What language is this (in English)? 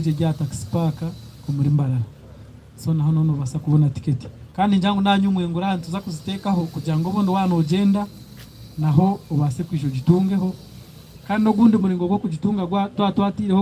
Nyankole